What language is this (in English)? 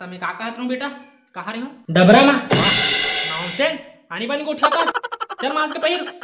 Chhattisgarhi